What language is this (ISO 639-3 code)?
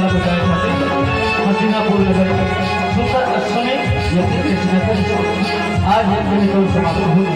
hne